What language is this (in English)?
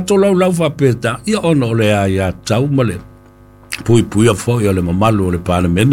Samoan